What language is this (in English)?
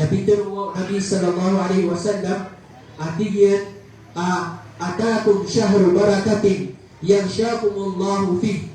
Maranao